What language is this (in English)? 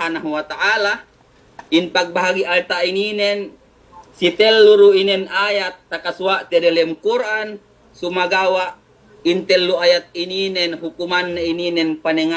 Yakan